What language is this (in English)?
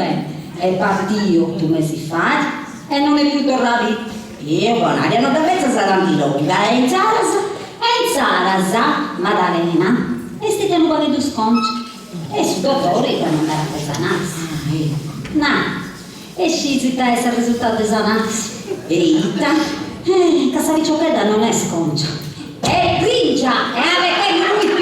Sardinian